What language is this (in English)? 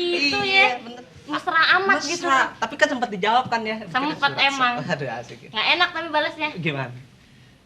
Betawi